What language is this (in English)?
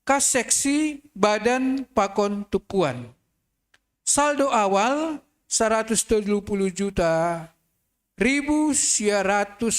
Batak Simalungun